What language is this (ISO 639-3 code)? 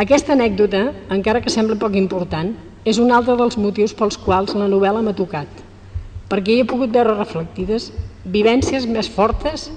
cat